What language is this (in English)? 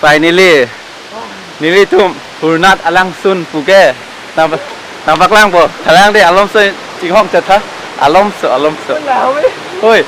Karbi